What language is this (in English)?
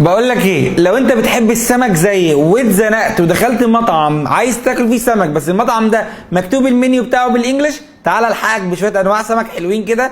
Egyptian Arabic